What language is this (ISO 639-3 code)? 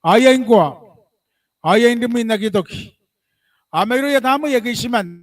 gil